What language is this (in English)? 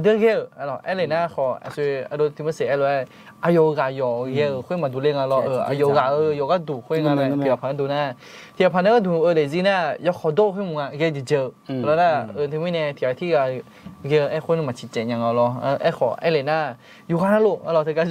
Akha